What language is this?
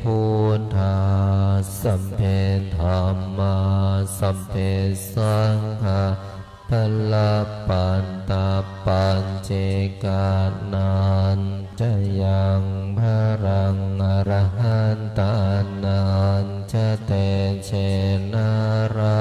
Pali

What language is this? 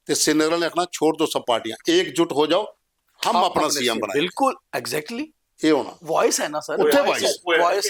Dogri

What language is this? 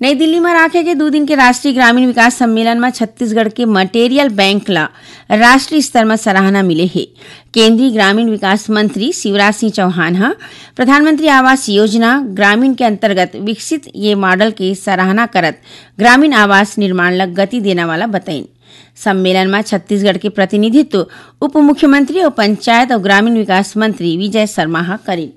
Chhattisgarhi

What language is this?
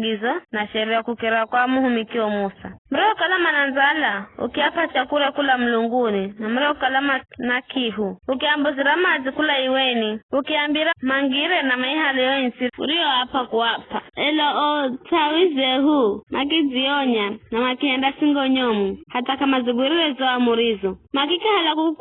Giryama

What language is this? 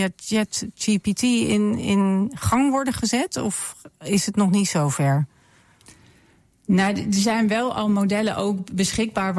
Dutch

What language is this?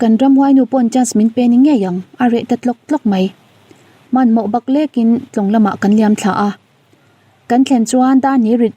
Mizo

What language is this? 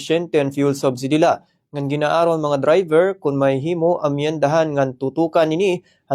Waray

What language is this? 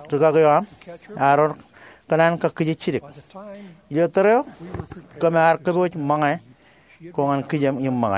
Marshallese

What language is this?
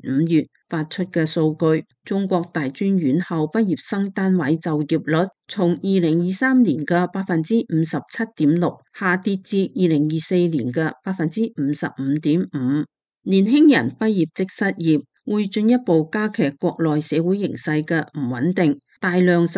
Cantonese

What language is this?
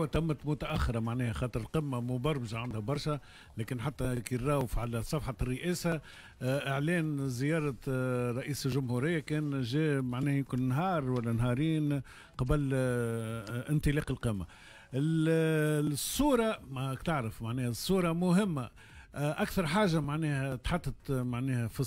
Tunisian Arabic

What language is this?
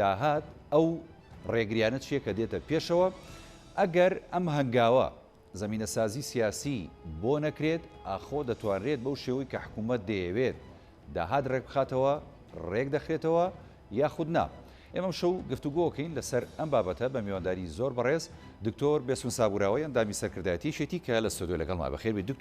Central Kurdish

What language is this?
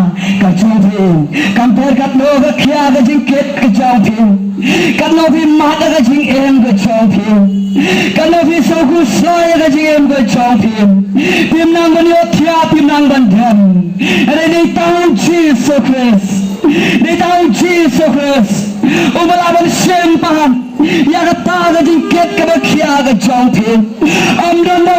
Khasi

